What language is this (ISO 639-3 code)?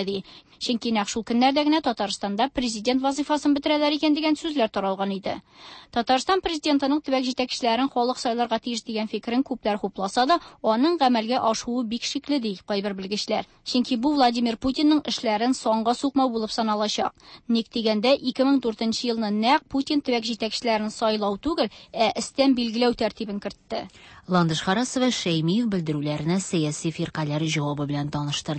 tat